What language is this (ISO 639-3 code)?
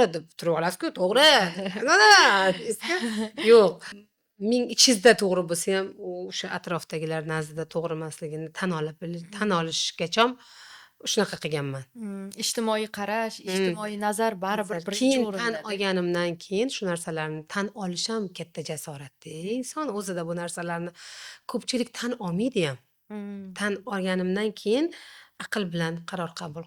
uzb